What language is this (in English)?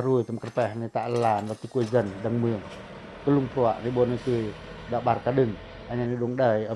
Pacoh